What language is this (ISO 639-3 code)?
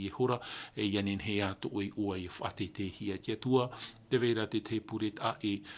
tah